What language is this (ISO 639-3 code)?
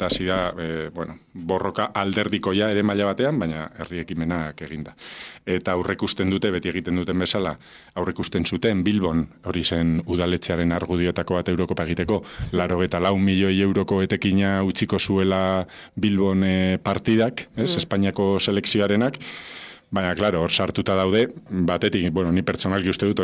eus